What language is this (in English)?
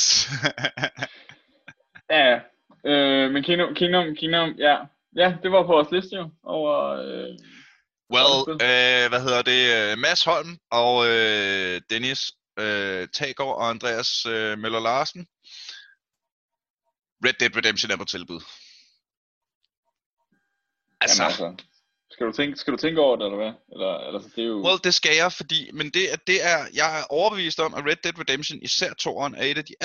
Danish